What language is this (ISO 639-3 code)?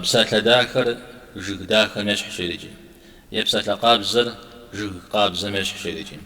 kbd